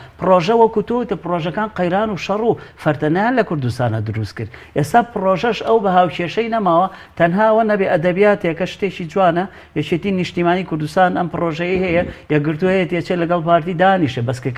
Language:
Central Kurdish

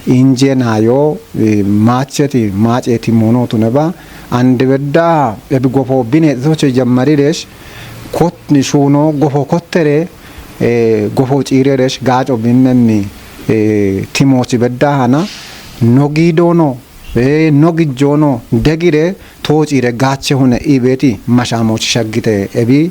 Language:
Kafa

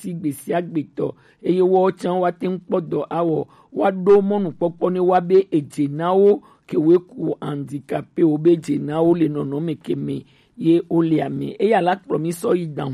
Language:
Gen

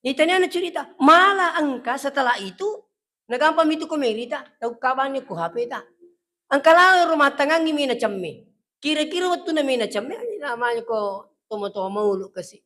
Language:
Buginese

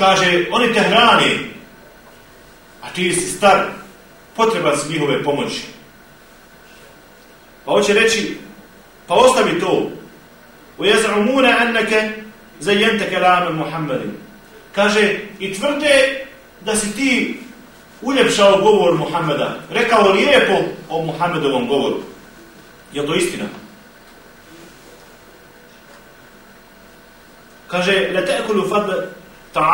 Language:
Bosnian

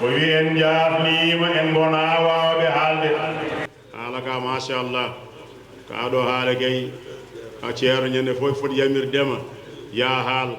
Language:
Fula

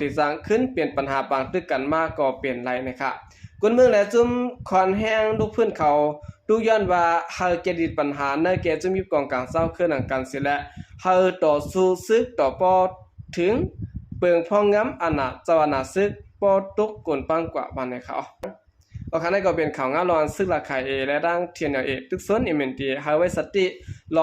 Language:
Shan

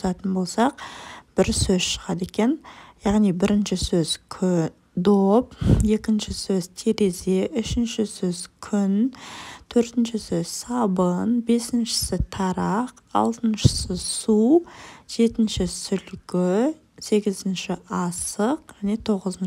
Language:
Kazakh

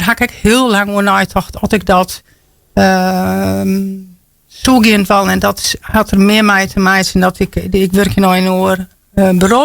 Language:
Western Frisian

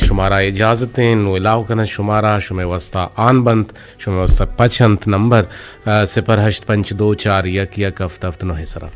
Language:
Eastern Balochi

